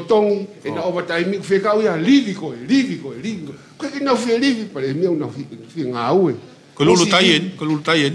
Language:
Tongan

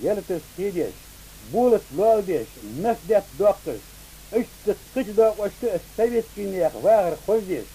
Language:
Ingush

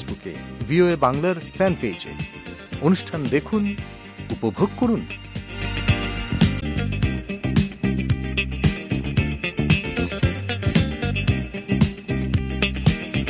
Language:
Bangla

